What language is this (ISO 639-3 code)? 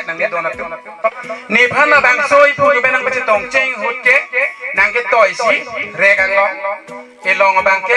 mjw